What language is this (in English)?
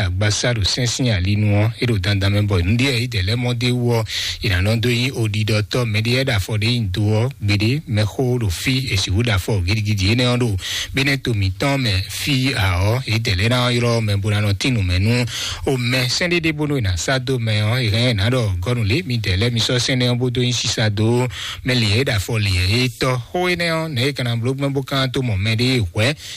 Fon